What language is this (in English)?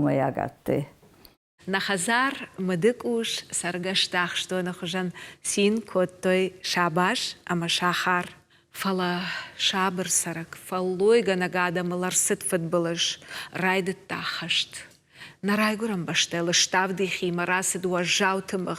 Ossetic